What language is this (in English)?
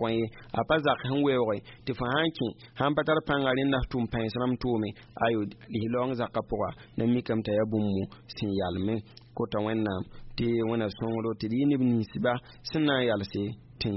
Mossi